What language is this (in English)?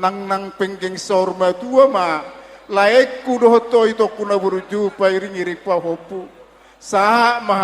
Batak Toba